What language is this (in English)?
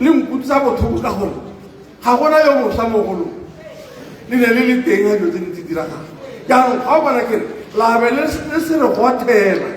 Tswana